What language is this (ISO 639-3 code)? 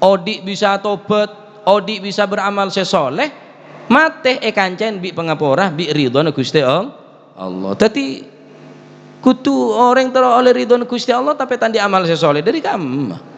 mad